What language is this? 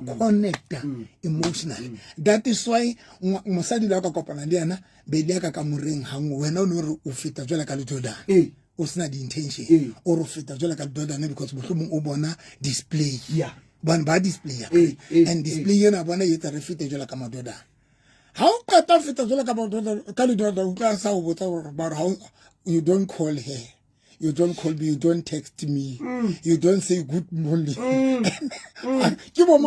Southern Sotho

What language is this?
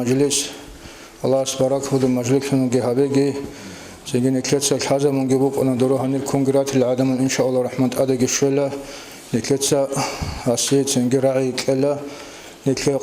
Avaric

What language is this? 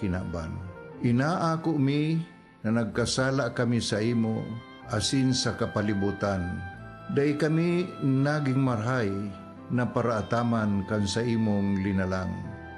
Bikol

